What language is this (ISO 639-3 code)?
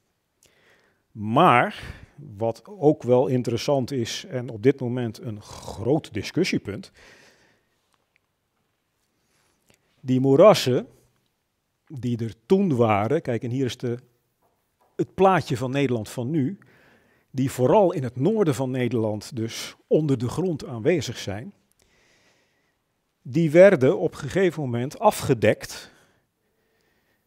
nld